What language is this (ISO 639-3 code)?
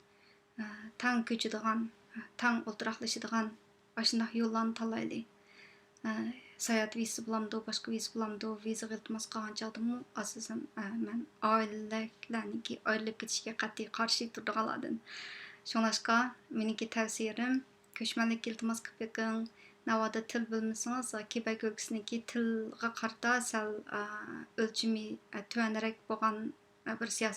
uig